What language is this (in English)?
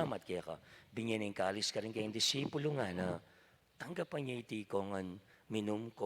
Pampanga